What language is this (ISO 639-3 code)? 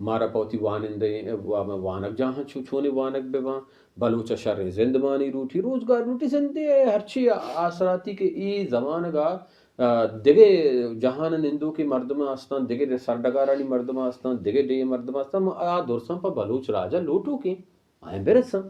bal